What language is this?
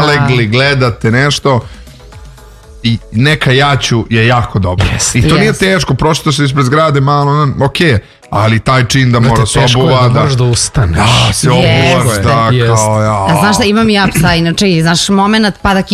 Serbian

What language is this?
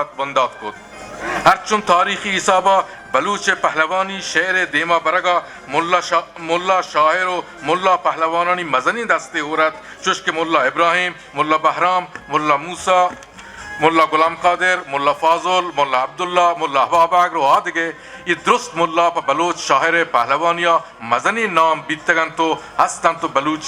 Eastern Balochi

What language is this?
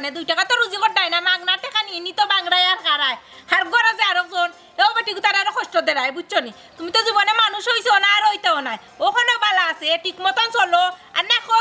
Sylheti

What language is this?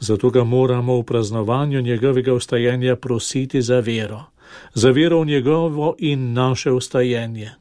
Slovenian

